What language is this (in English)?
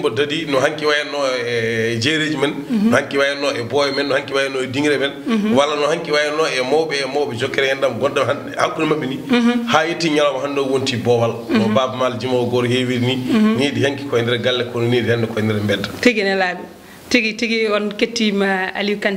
Fula